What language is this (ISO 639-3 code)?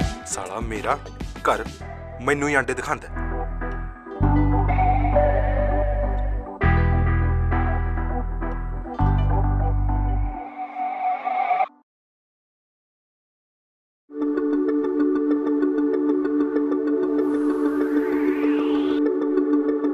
pan